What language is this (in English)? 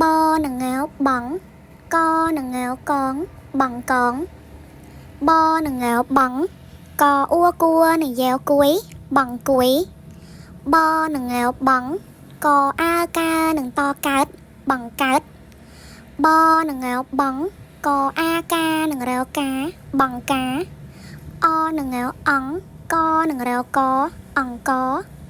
Khmer